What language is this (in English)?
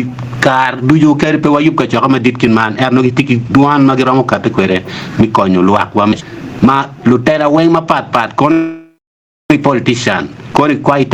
Acoli